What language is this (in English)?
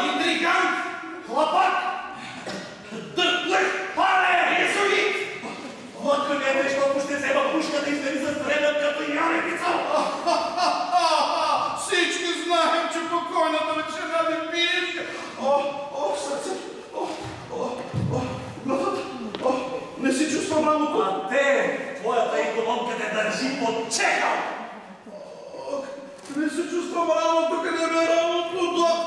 Bulgarian